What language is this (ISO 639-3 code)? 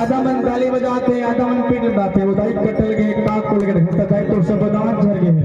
hne